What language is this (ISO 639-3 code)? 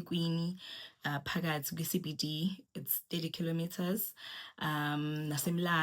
zul